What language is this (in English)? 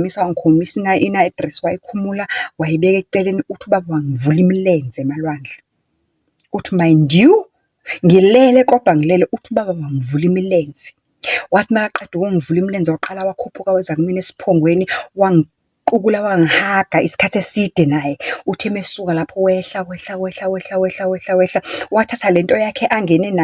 Zulu